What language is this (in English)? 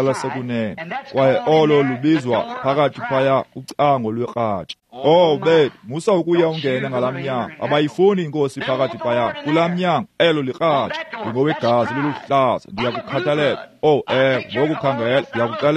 Xhosa